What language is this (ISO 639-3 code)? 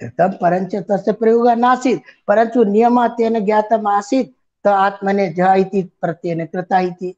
san